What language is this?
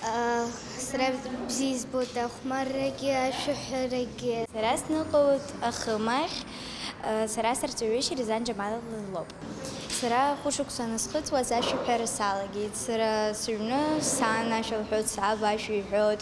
Abkhazian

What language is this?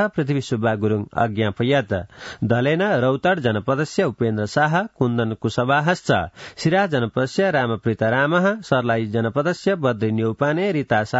Sanskrit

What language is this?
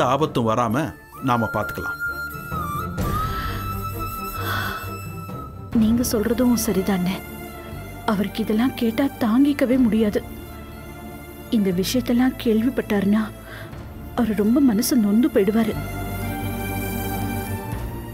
Tamil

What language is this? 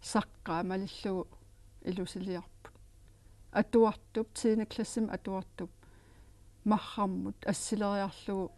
Kalaallisut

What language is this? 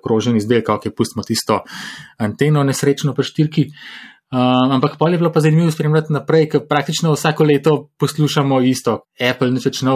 Slovenian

